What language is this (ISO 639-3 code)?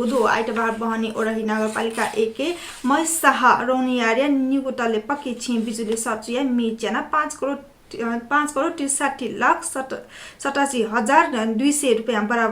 new